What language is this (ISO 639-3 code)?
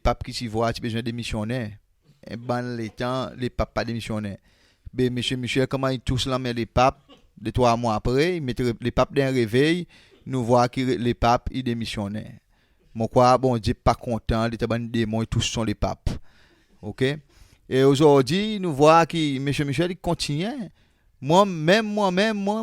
crs